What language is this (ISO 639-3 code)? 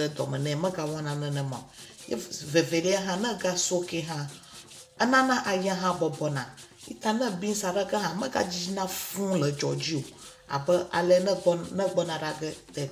ewe